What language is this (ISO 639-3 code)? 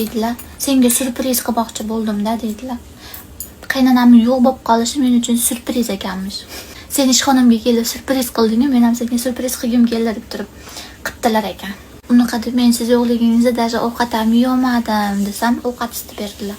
uzb